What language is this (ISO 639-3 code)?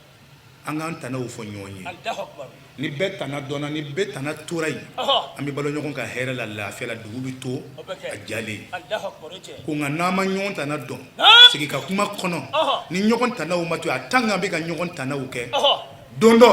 bam